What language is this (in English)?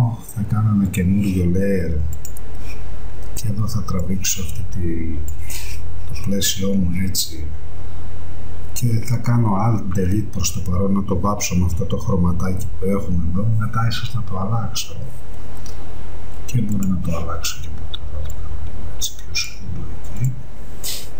Greek